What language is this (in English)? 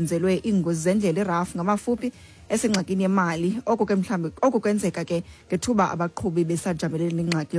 Xhosa